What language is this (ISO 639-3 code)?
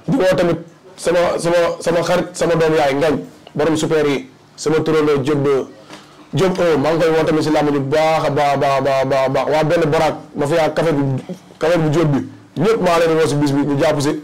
wol